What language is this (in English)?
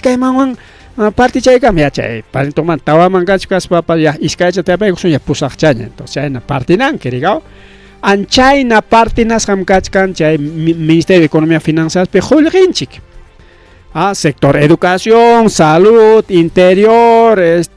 Ayacucho Quechua